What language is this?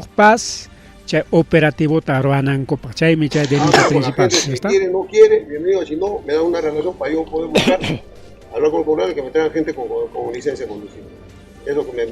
Ayacucho Quechua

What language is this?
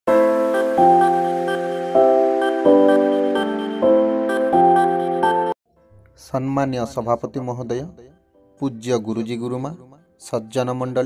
Odia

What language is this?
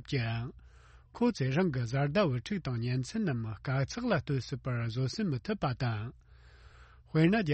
Tibetan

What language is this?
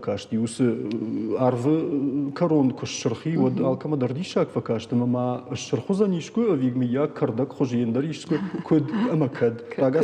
Ossetic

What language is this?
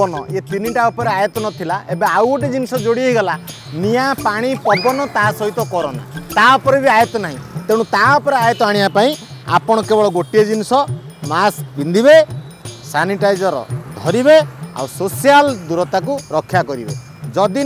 Odia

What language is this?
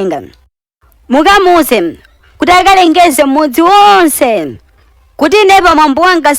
Nyanja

